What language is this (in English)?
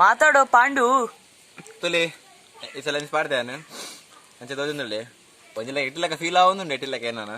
Tulu